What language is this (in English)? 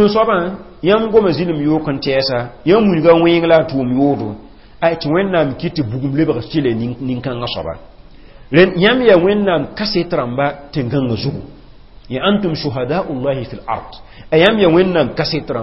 Mossi